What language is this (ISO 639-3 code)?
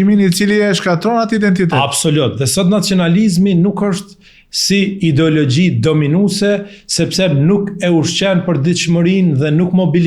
sqi